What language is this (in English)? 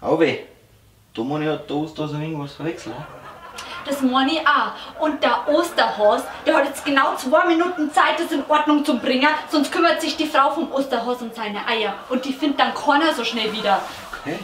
Bavarian